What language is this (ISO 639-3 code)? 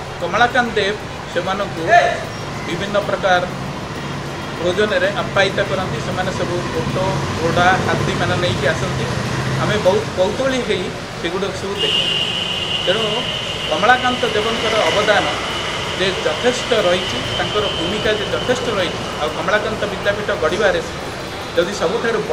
ori